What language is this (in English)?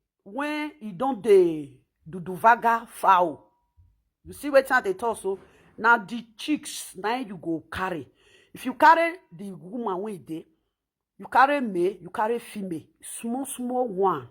Nigerian Pidgin